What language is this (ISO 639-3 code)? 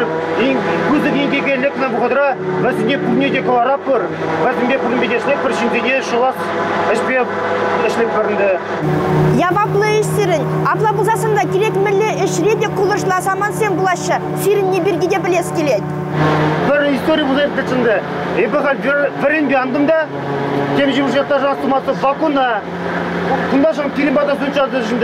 chv